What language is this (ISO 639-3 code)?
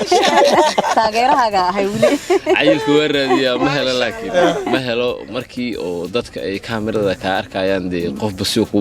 som